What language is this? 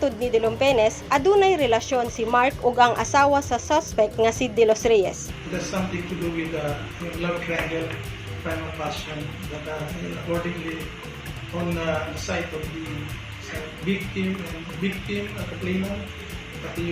Cebuano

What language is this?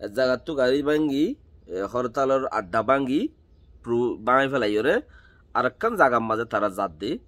Rohingya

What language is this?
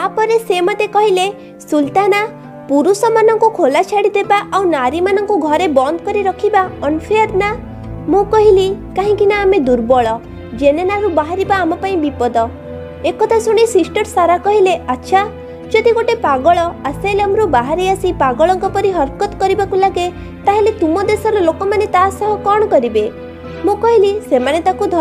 Odia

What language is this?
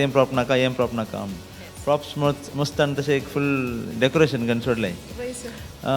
Konkani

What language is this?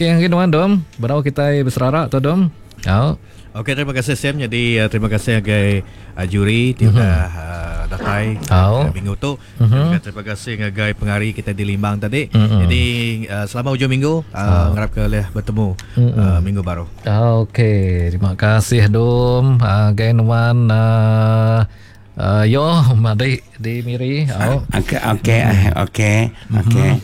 Iban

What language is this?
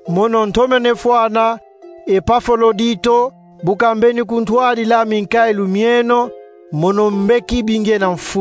Kongo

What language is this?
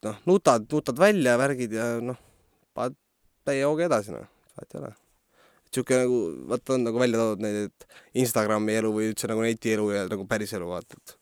Estonian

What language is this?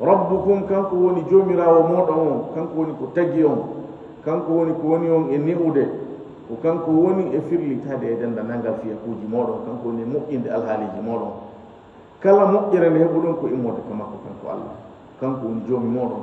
Fula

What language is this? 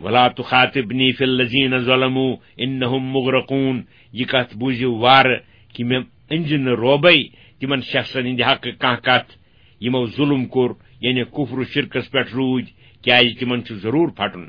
Kashmiri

